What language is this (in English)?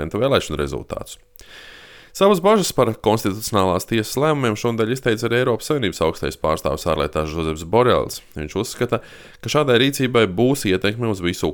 Latvian